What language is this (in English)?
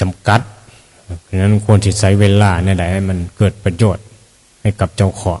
Northeastern Thai